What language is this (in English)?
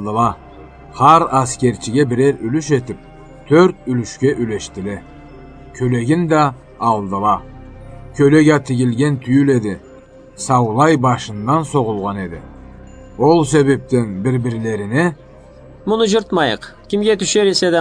Karachay-Balkar